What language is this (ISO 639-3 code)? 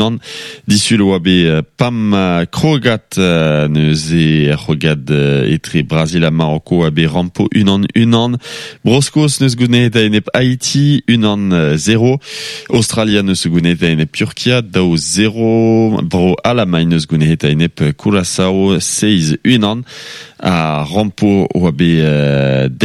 bre